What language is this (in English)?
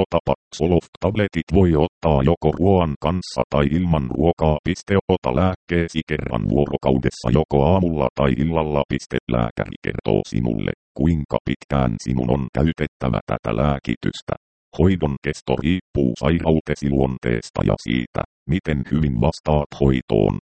Finnish